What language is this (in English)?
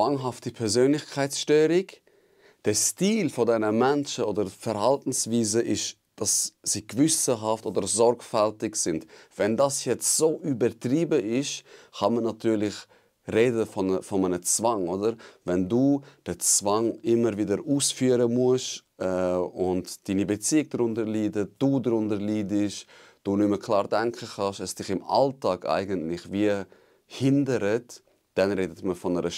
Swiss German